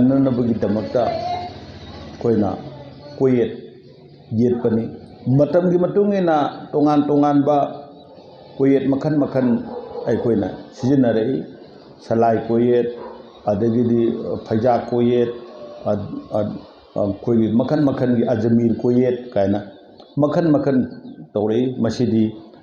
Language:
Manipuri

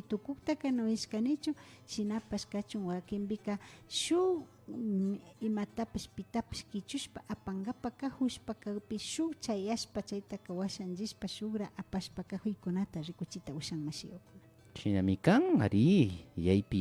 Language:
Imbabura Highland Quichua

